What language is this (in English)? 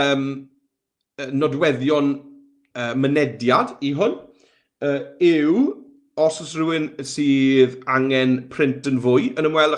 Welsh